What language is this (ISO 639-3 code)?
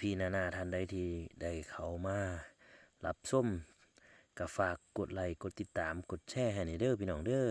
tts